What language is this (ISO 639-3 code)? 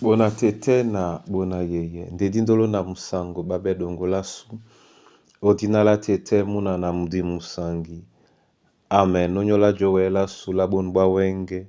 dua